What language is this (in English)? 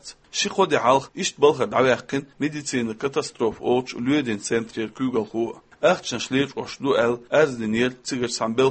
Chechen